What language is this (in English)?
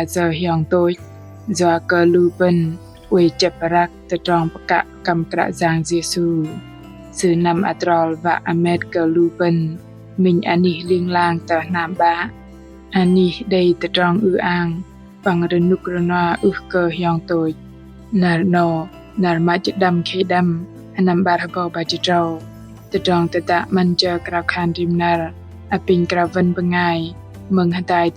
Bahnar